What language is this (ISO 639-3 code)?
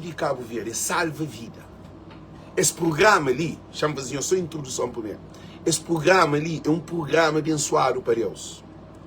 kea